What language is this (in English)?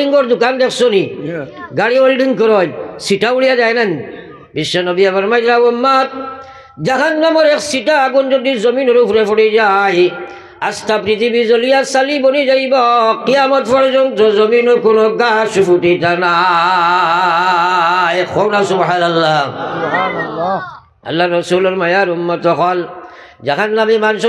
Sylheti